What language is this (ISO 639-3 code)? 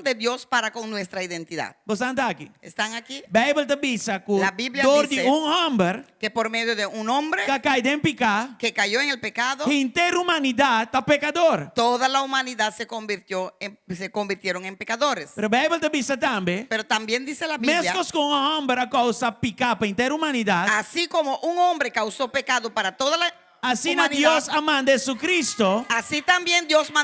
pap